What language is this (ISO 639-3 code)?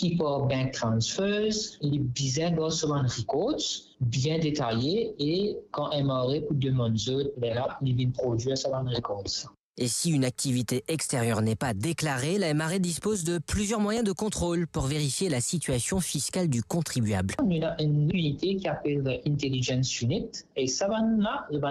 mfe